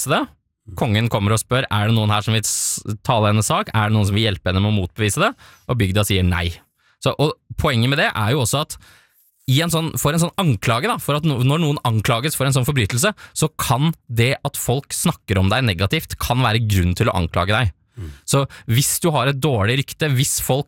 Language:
Norwegian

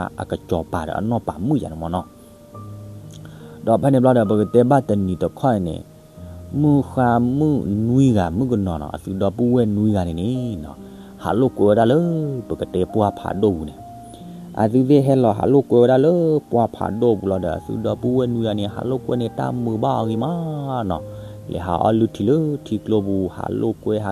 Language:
S'gaw Karen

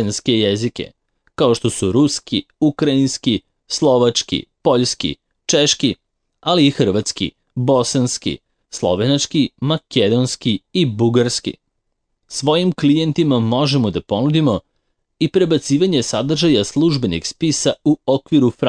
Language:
Serbian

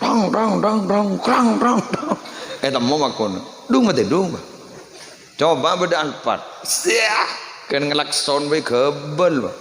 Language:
Madurese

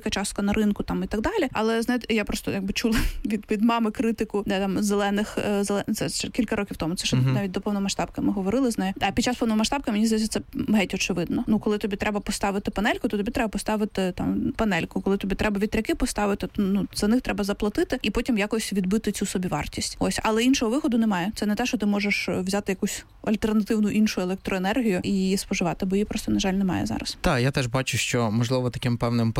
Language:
Ukrainian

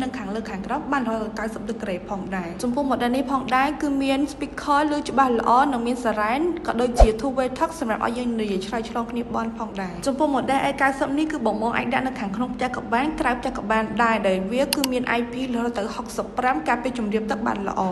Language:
Khmer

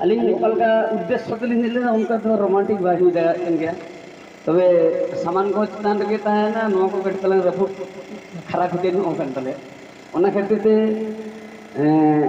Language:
Santali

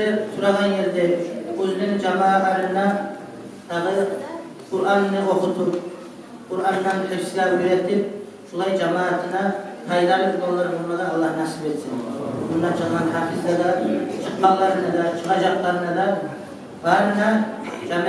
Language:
Kumyk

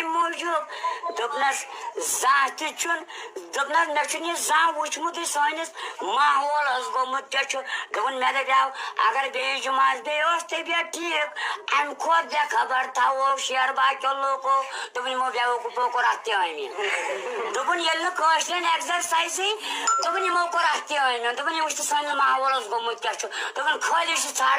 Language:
Kashmiri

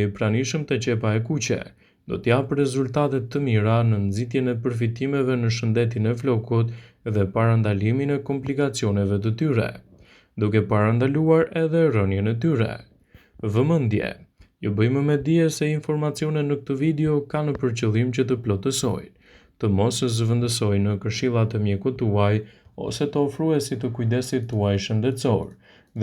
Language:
Albanian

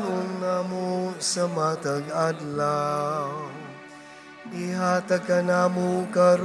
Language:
Cebuano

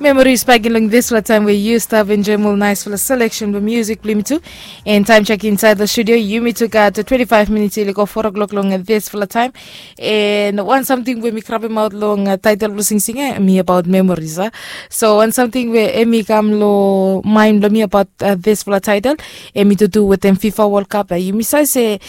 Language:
Bislama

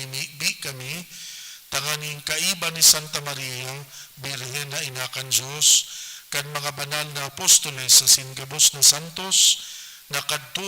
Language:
Bikol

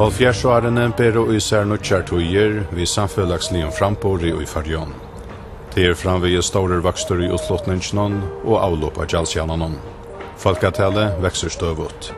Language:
Faroese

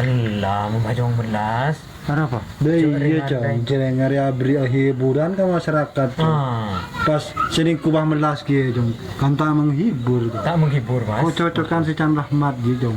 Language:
Madurese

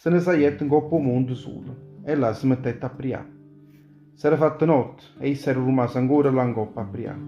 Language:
Neapolitan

